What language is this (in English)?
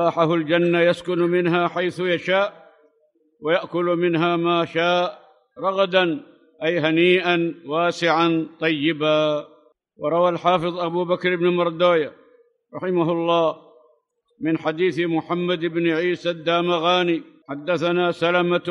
Arabic